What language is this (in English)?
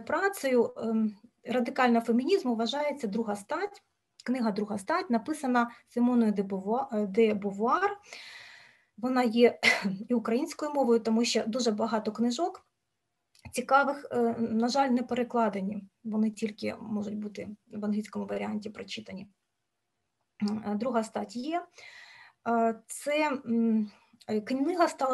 Ukrainian